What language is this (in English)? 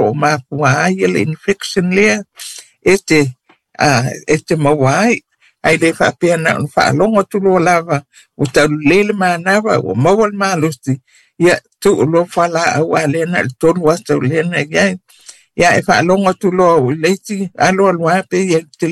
Samoan